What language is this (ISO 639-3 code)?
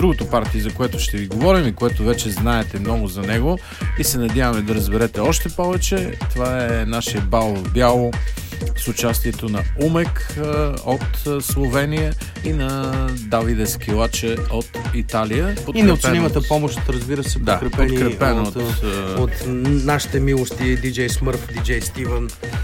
bul